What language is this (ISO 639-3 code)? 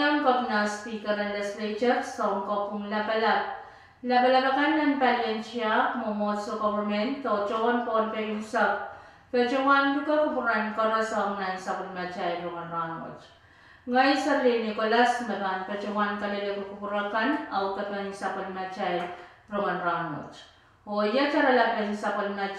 pon